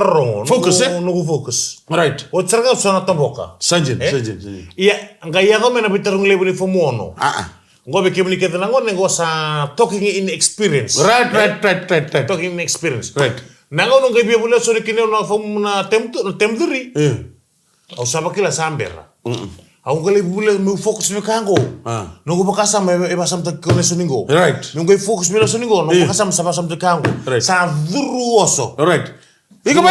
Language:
Fijian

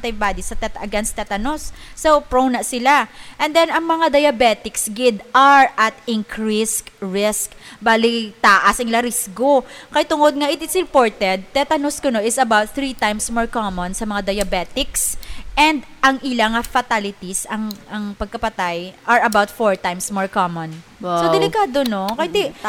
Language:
Hiligaynon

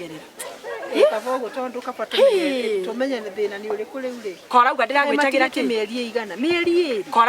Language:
Kikuyu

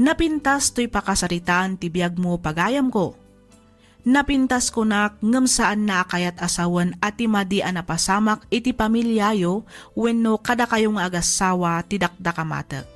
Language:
Iloko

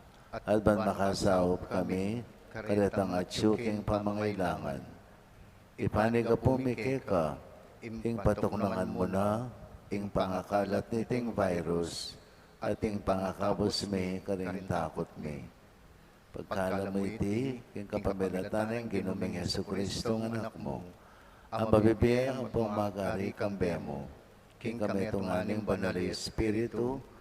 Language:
Pampanga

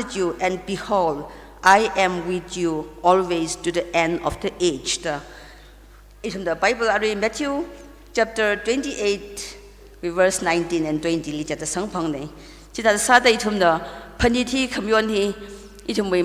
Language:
Tangkhul Naga (India)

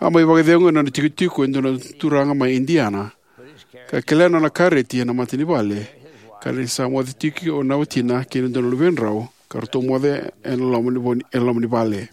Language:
Fijian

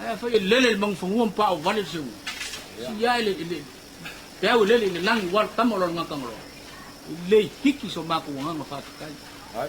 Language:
Samoan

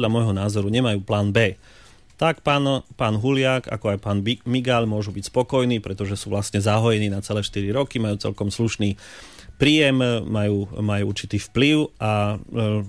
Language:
Slovak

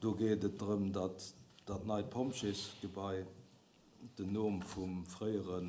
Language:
Luxembourgish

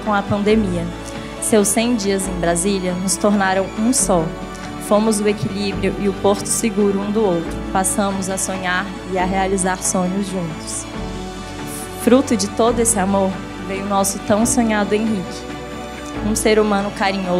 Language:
Portuguese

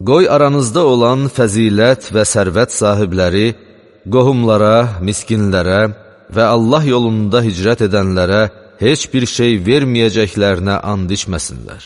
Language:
Azerbaijani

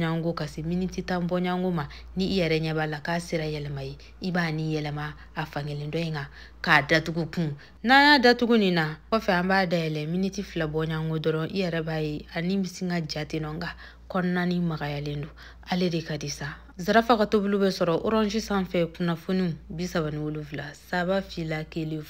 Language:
Bambara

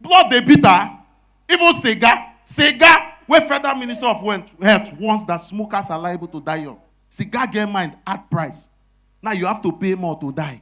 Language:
Nigerian Pidgin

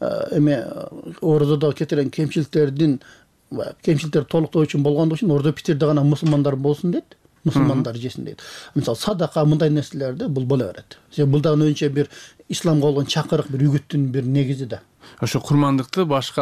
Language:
Kyrgyz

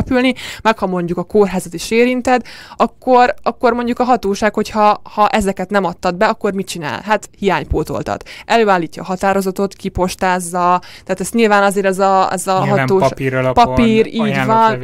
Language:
Hungarian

